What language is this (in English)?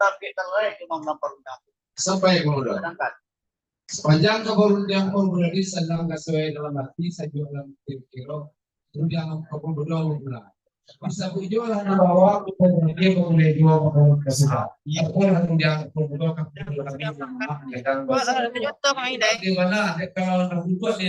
Minangkabau